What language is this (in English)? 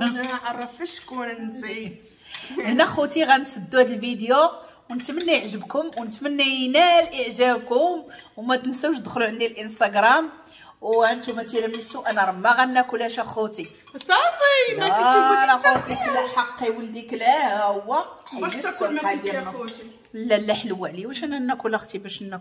Moroccan Arabic